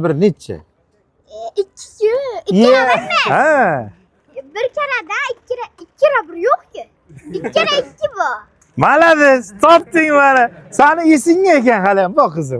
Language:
Uzbek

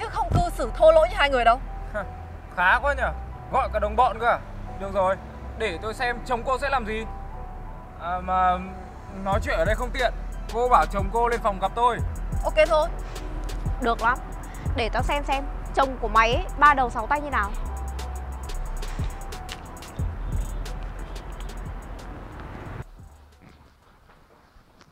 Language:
Vietnamese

